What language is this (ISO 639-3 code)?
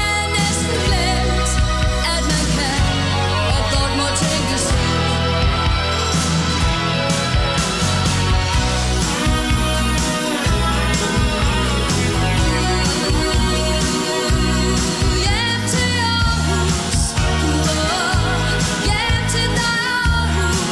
dan